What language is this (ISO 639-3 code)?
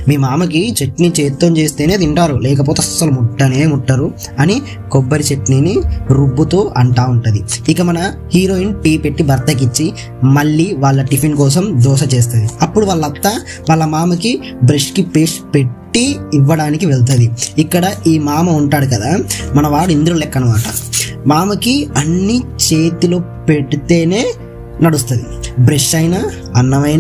tel